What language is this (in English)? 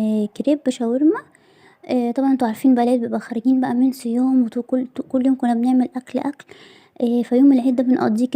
Egyptian Arabic